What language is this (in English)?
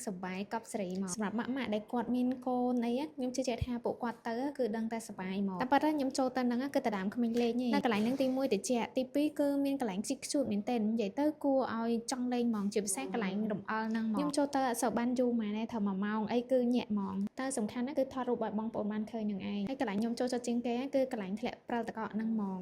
Khmer